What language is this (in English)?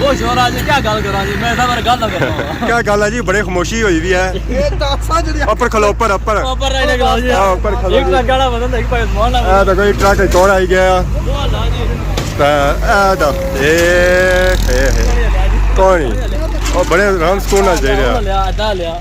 Pahari-Potwari